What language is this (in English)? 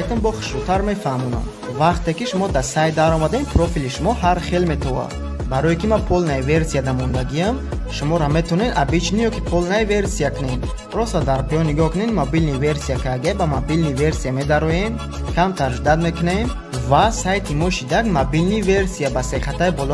Tajik